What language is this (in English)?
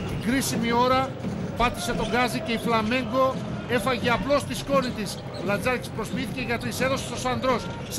Greek